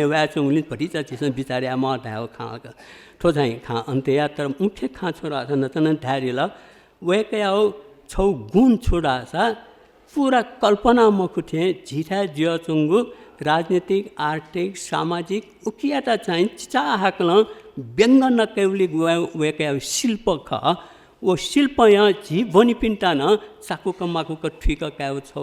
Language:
Newari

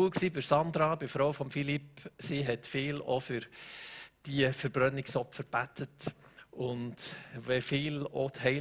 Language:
Swiss German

